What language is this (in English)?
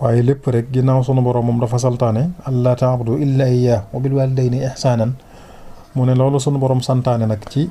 Wolof